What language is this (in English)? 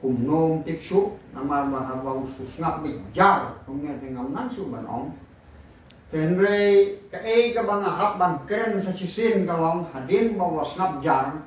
Khasi